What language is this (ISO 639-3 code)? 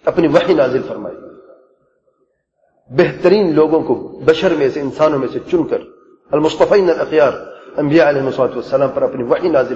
urd